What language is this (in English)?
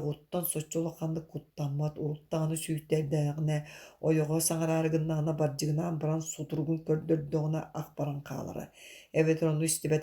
Yakut